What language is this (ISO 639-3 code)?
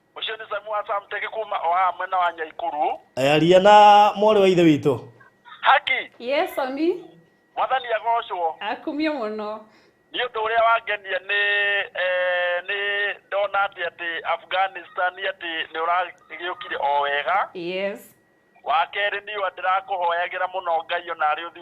kik